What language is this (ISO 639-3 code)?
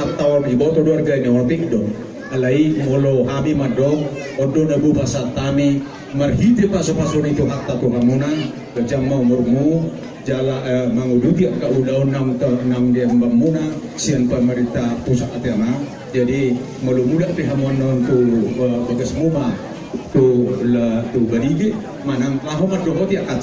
bbc